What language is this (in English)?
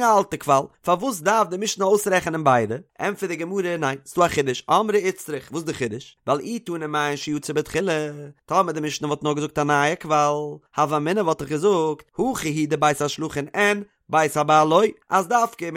Yiddish